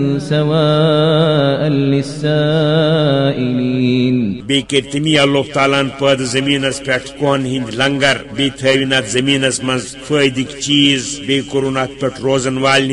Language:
Kashmiri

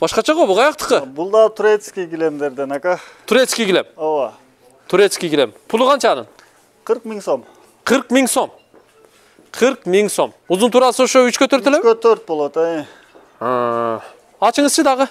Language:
Kyrgyz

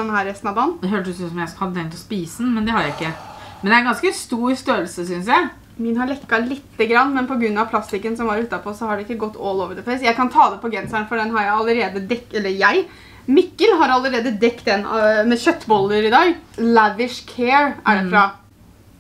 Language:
Norwegian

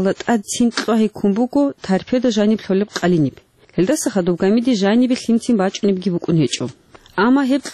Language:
Avaric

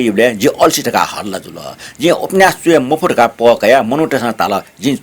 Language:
Newari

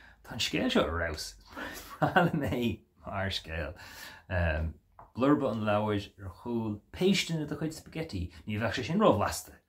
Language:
Irish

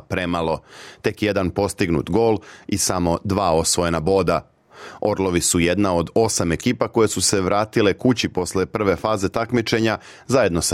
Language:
Serbian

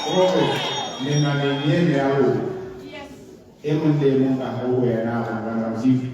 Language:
Southern Sotho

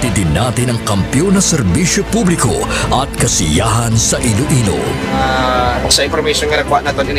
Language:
Hiligaynon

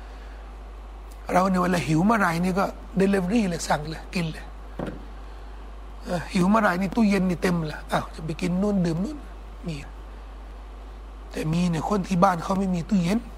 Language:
Thai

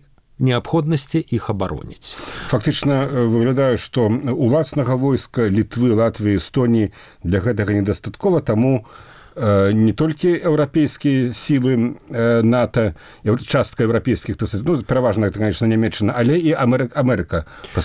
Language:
Belarusian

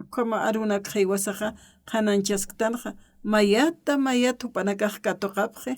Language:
Aymara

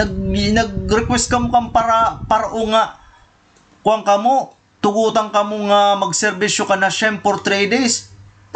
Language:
Waray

